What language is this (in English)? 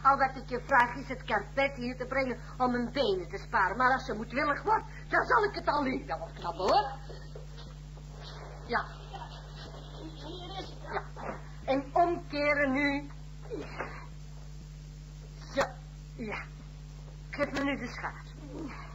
Dutch